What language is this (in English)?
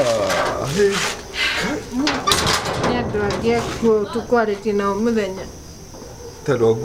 Kikuyu